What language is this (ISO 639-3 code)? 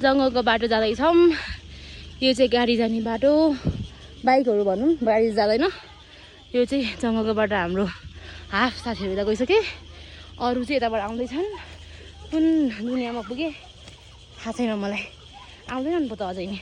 nep